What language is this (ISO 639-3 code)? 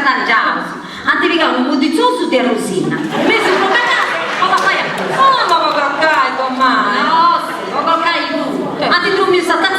srd